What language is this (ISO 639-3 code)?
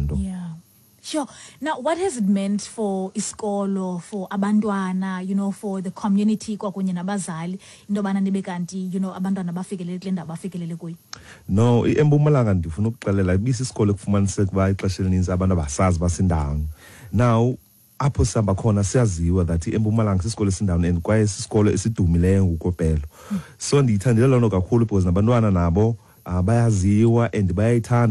xho